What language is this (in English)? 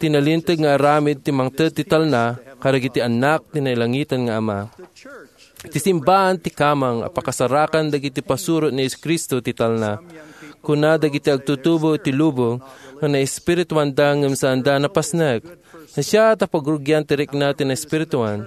Iloko